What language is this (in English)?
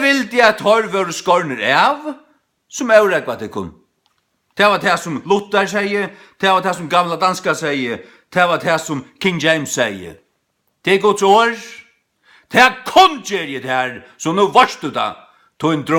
Faroese